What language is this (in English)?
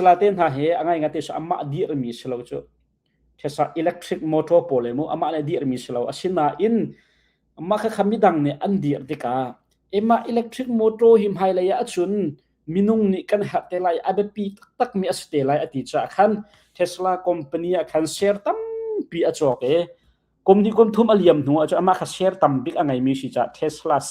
Hakha Chin